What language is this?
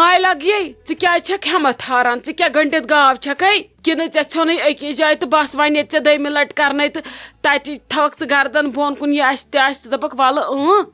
Kashmiri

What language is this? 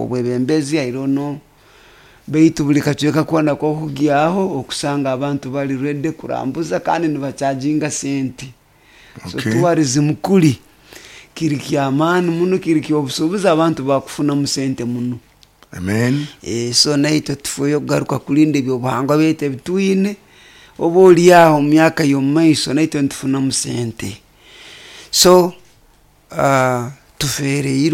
Nyoro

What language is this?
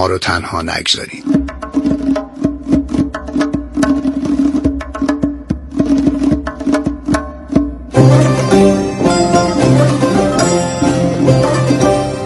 Persian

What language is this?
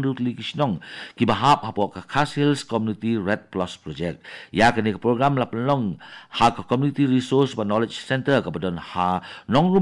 Khasi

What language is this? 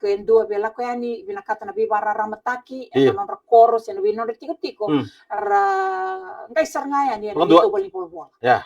Fijian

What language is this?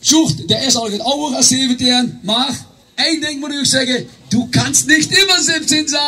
Limburgish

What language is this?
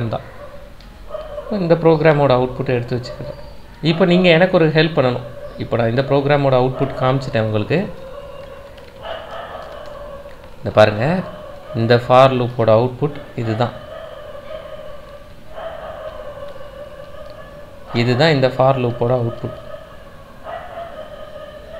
Tamil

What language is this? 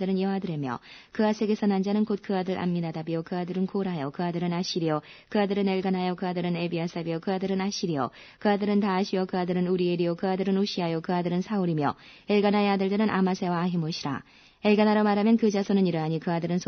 Korean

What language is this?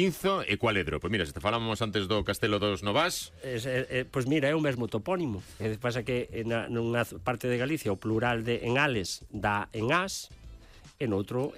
Galician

